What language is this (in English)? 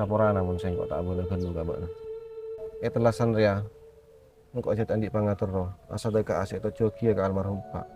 Madurese